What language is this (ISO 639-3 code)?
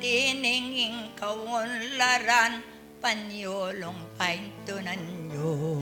pam